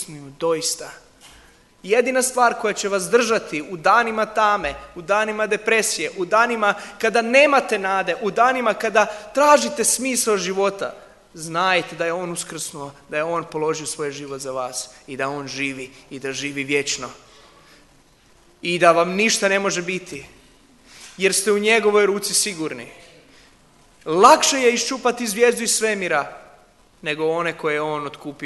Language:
Croatian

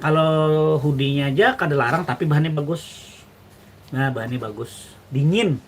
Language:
Banjar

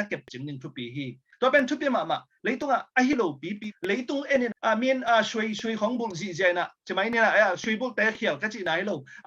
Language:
Tedim Chin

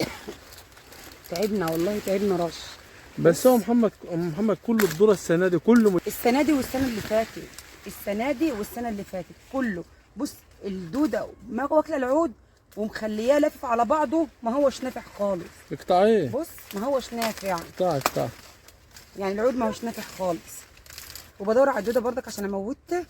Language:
Egyptian Arabic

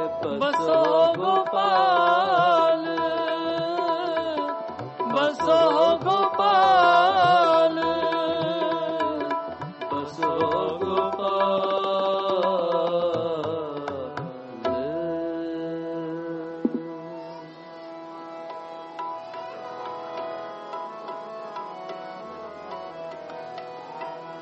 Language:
Punjabi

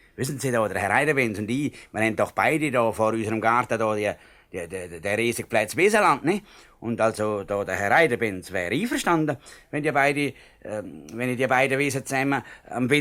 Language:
Swiss German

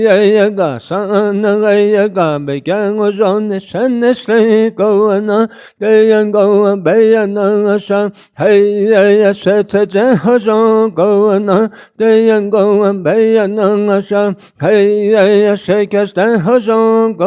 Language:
Navajo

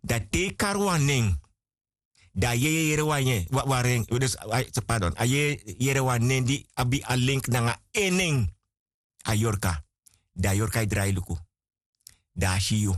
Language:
Sranan Tongo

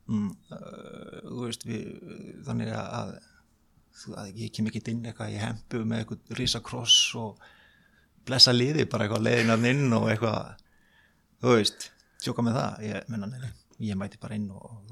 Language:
Icelandic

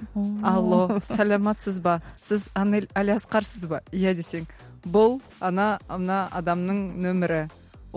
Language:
Kazakh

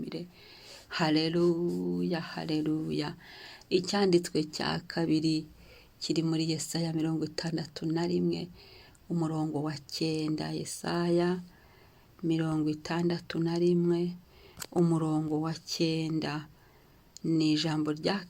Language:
Kinyarwanda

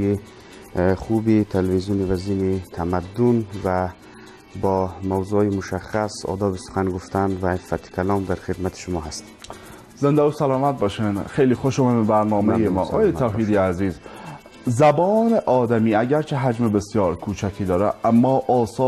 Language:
Persian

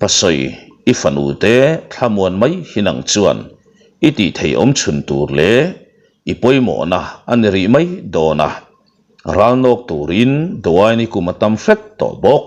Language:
Mizo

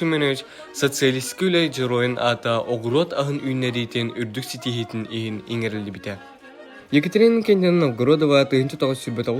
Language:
Yakut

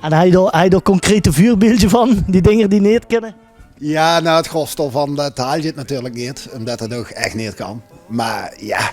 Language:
Limburgish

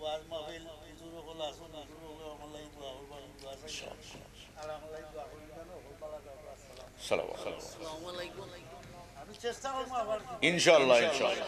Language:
Sylheti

